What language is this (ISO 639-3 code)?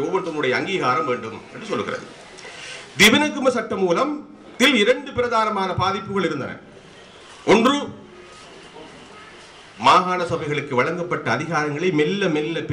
tam